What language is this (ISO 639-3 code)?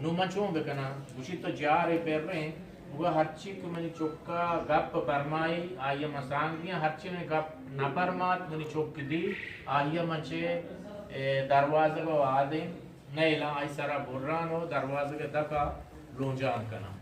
bgp